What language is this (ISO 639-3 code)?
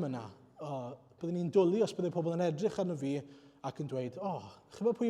cym